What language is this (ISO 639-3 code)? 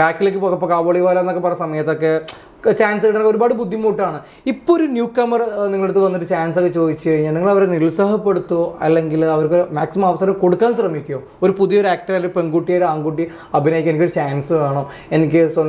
mal